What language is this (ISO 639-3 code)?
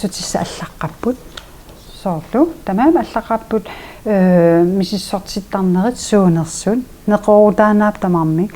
kal